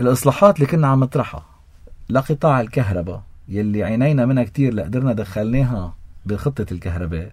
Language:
North Levantine Arabic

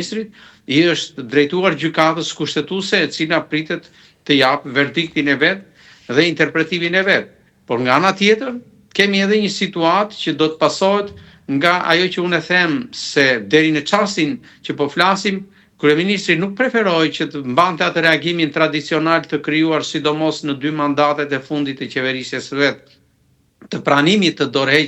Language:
Albanian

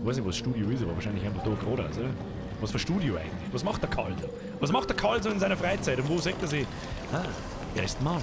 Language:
Bavarian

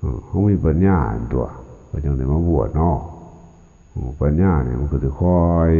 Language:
Lao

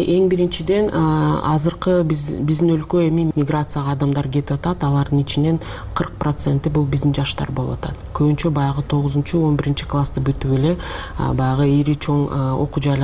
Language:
Kyrgyz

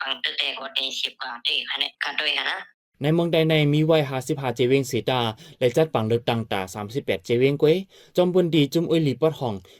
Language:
Shan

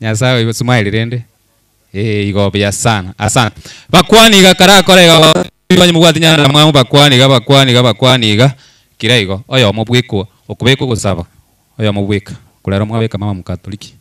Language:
Gusii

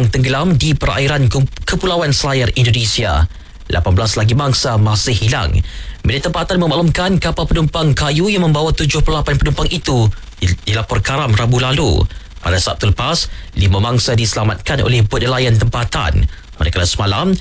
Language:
Malay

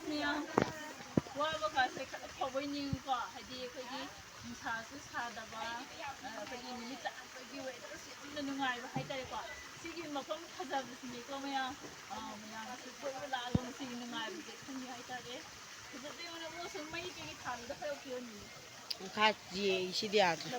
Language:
Manipuri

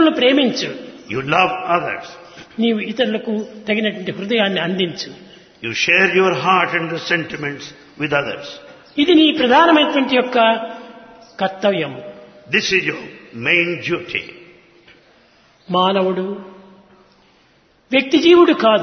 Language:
Telugu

